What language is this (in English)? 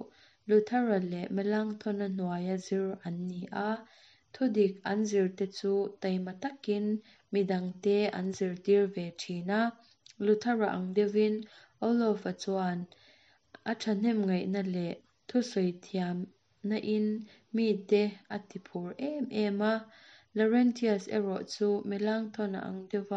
Mizo